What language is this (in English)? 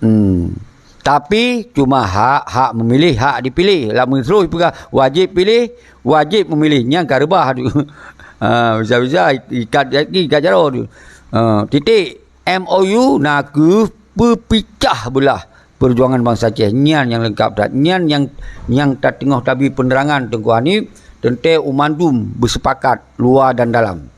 Achinese